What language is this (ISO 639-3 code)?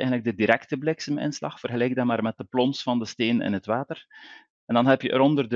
nld